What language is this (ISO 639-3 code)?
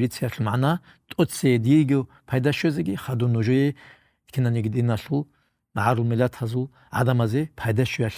ava